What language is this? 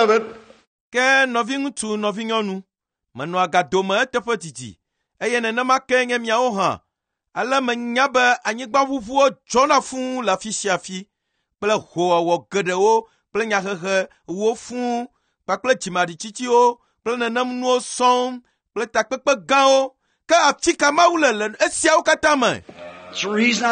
Ewe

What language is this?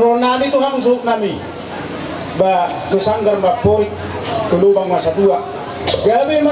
Batak Toba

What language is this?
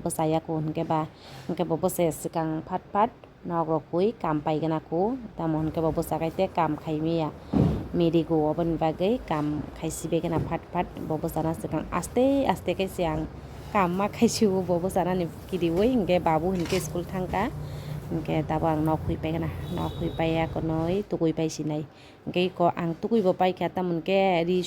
Kok Borok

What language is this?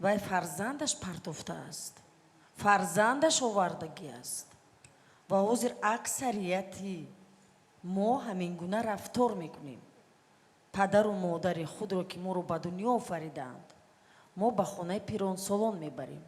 Tajik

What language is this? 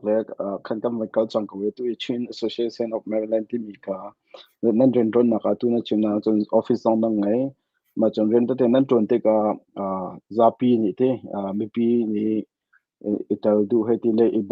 Hakha Chin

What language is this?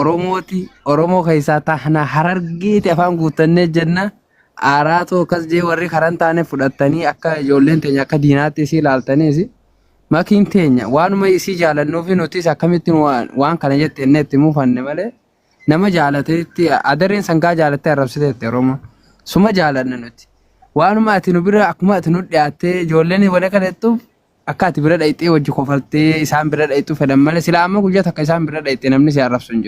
Oromo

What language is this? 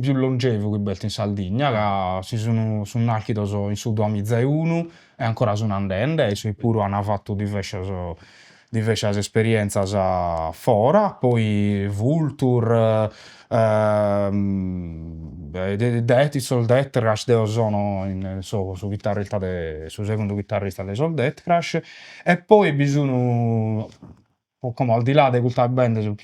Sardinian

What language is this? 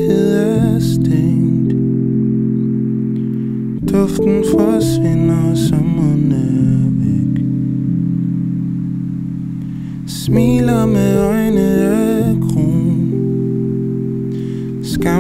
Danish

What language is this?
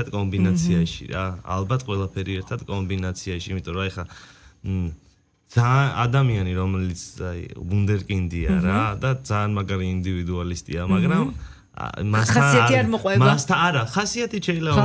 Georgian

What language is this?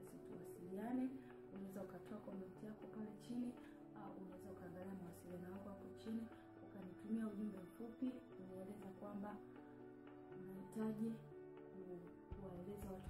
Swahili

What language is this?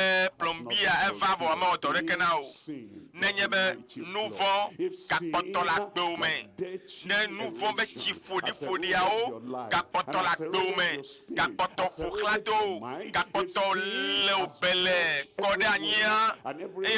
Ewe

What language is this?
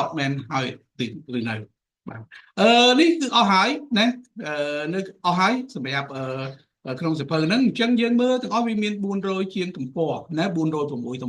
Khmer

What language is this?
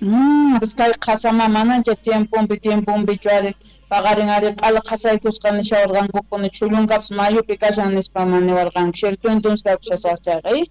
South Bolivian Quechua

